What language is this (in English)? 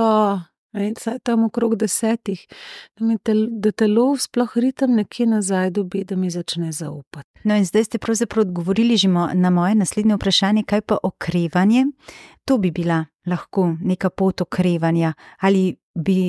Slovenian